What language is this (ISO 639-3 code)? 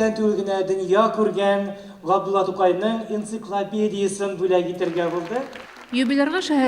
tat